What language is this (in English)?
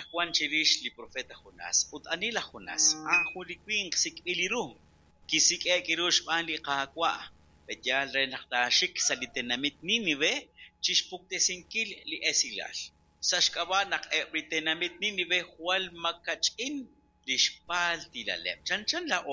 Kekchí